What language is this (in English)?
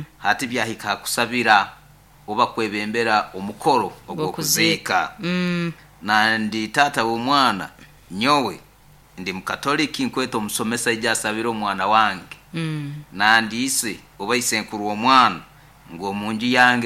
Nyoro